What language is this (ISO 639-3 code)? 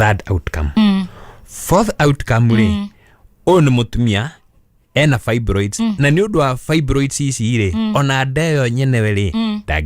kik